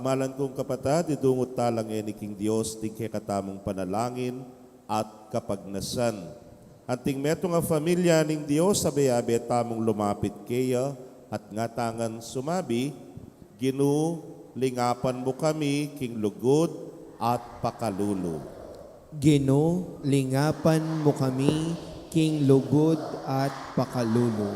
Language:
Pampanga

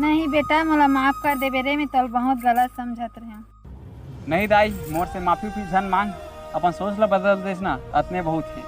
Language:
Chhattisgarhi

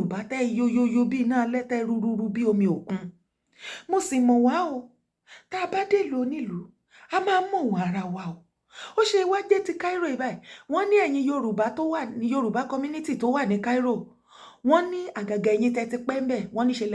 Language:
Yoruba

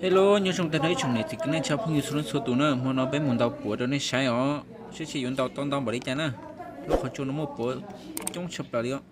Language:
Hmong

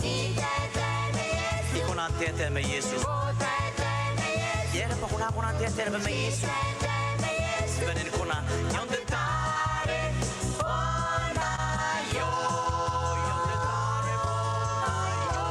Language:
Gilbertese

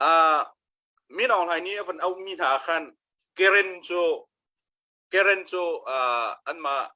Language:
Hakha Chin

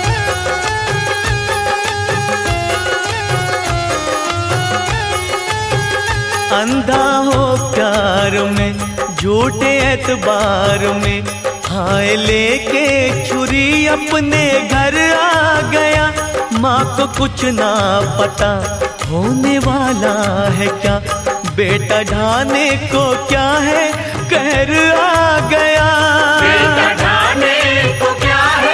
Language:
Hindi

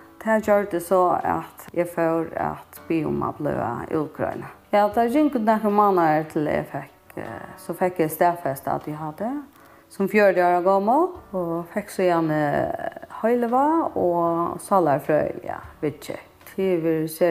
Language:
Faroese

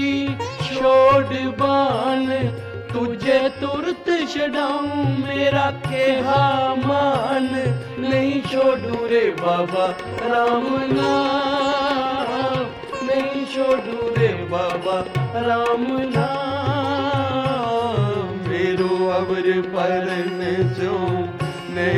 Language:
Punjabi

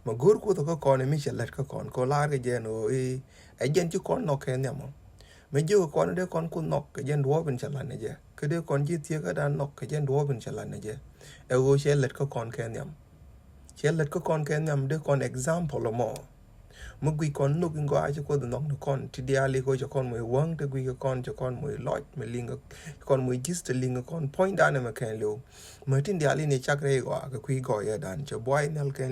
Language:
Nuer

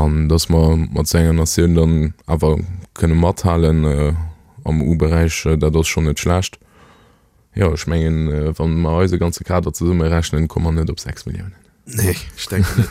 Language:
Luxembourgish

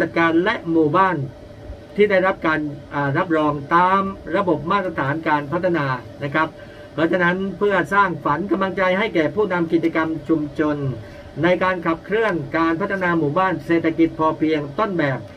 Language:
Thai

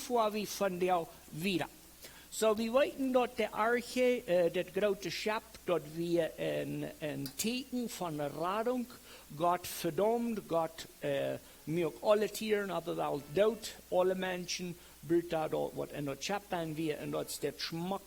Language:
Plautdietsch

